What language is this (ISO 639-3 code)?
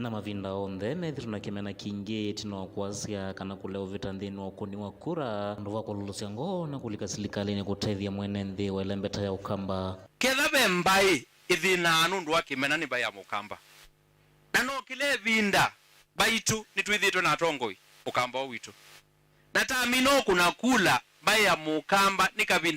kam